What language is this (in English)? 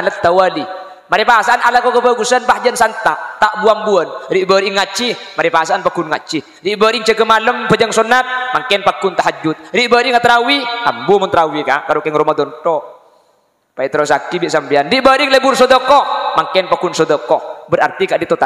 Madurese